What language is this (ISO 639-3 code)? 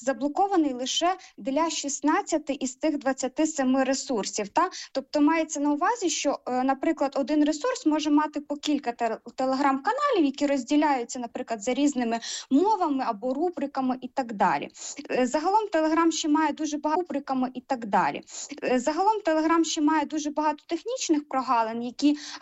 ukr